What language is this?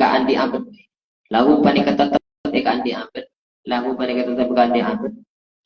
Madurese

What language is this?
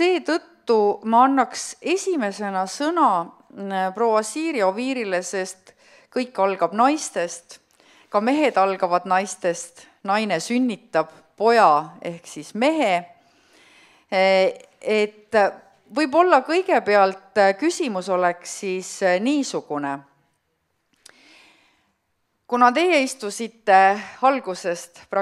Estonian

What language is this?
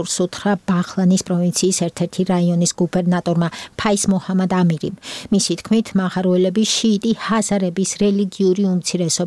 Georgian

